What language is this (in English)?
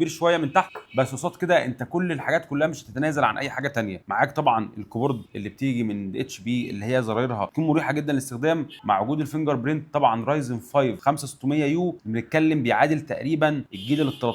Egyptian Arabic